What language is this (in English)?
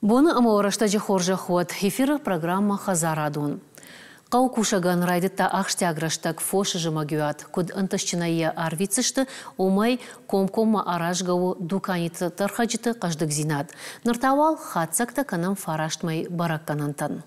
Ossetic